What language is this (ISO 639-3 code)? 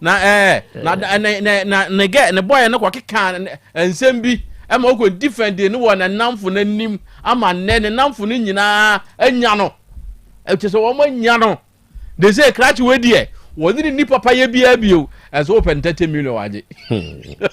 aka